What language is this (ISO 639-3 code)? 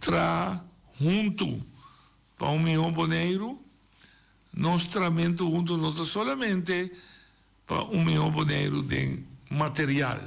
pap